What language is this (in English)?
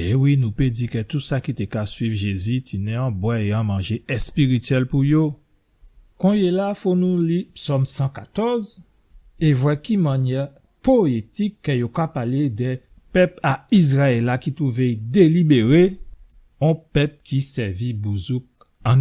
Guadeloupean Creole French